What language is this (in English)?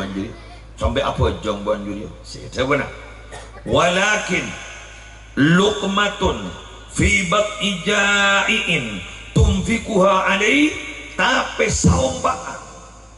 Madurese